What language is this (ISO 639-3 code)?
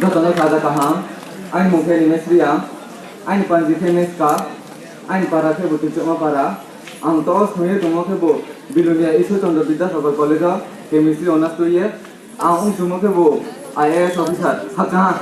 ria